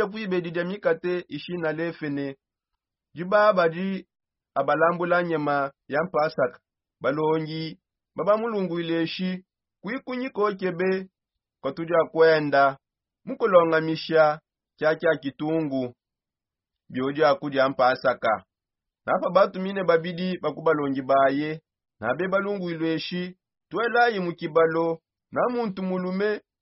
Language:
Songe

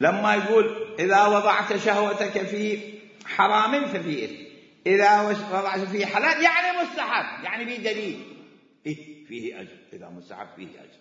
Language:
Mesopotamian Arabic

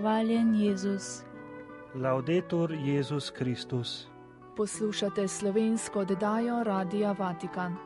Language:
Slovenian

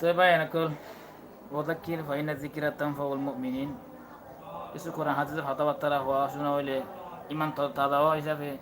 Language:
Rohingya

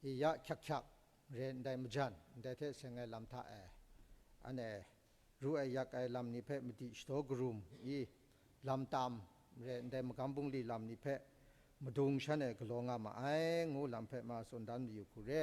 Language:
Kachin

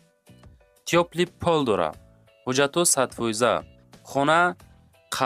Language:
Tajik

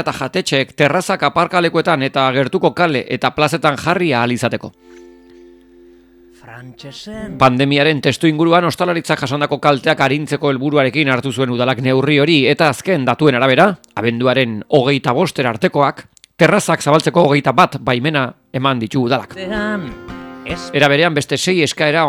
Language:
Basque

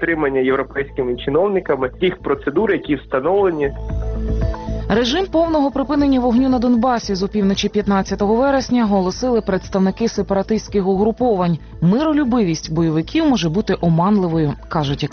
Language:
Ukrainian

